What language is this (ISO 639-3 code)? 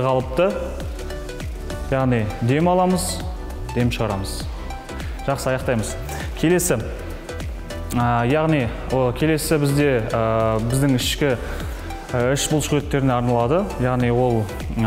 kaz